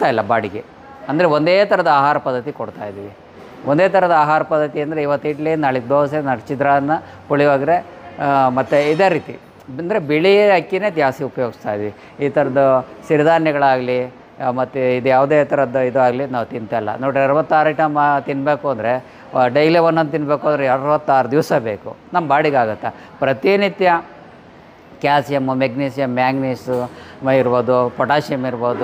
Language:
Kannada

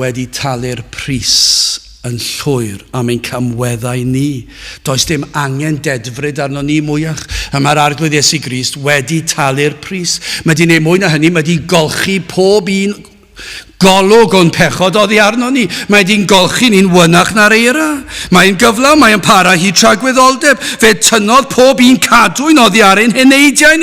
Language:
Welsh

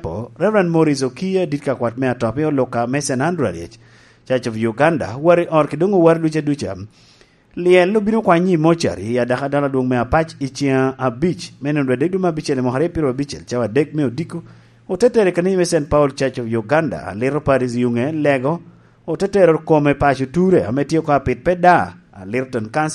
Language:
Lango (Uganda)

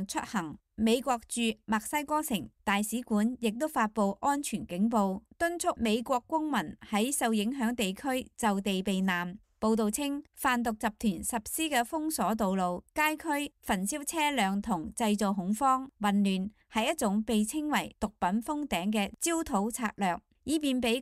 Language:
Cantonese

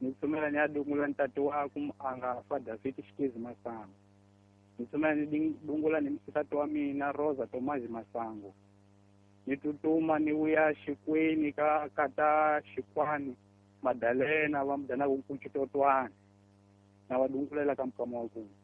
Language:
Tsonga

